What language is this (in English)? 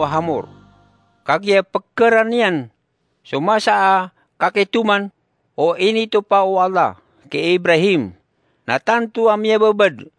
Maranao